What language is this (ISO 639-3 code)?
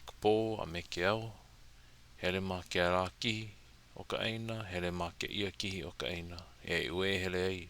haw